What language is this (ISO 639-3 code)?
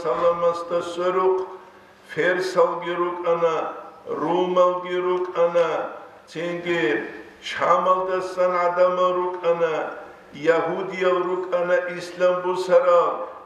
ava